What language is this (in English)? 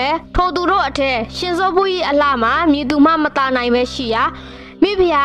Burmese